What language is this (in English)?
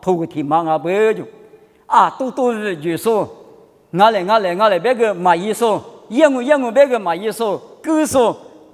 Lisu